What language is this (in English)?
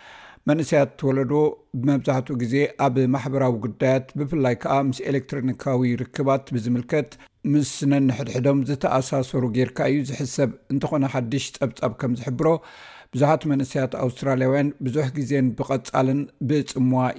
Tigrinya